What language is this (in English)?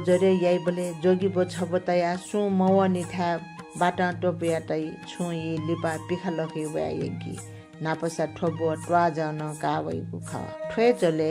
Newari